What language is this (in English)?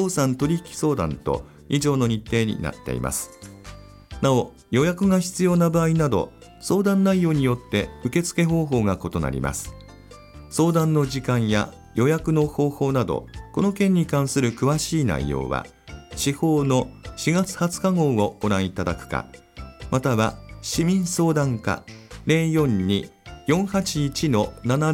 Japanese